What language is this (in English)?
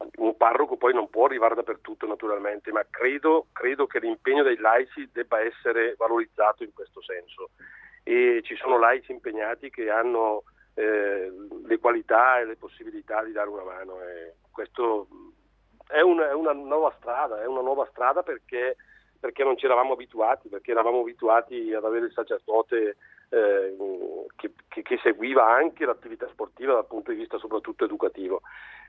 Italian